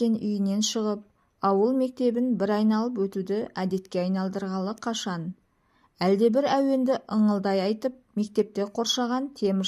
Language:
Kazakh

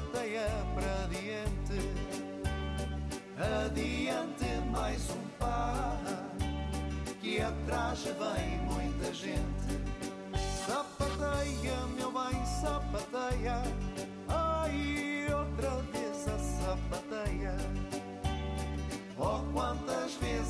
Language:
Portuguese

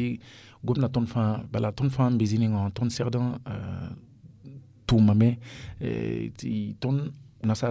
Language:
Mossi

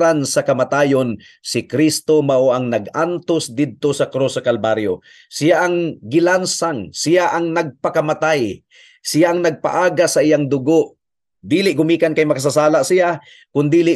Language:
Cebuano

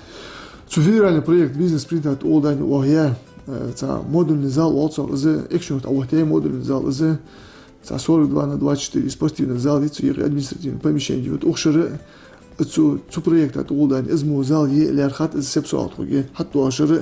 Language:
Ingush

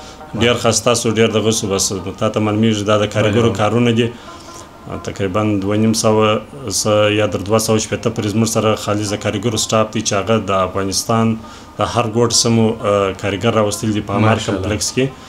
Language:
Pashto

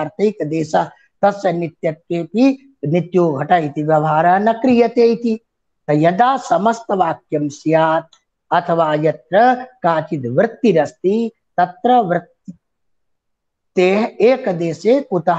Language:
Sanskrit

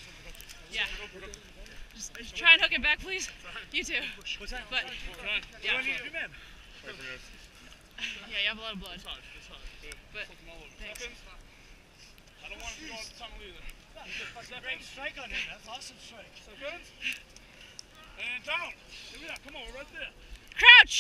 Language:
English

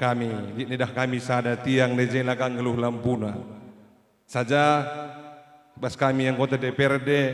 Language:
Batak Karo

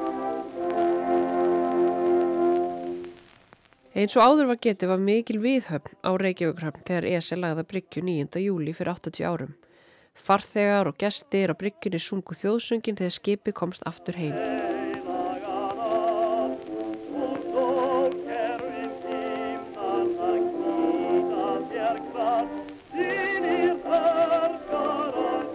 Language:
Icelandic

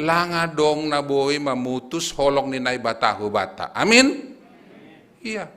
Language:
Batak Simalungun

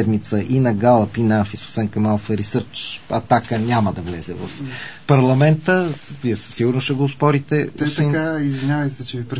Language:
Bulgarian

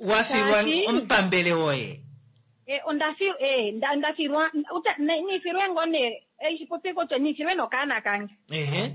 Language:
Kuanyama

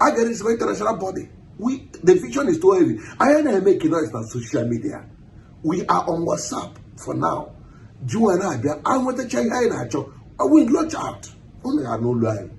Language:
Igbo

